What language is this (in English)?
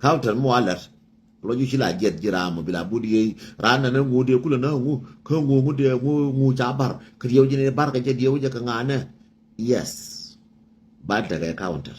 Nuer